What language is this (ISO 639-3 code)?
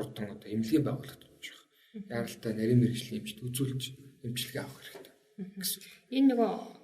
mon